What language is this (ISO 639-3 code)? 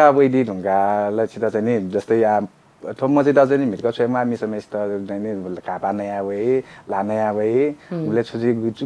new